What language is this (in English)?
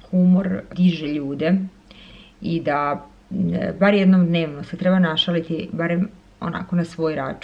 Croatian